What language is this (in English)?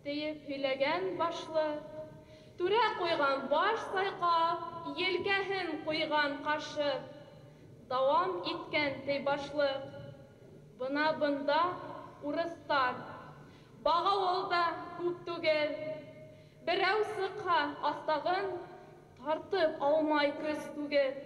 Bashkir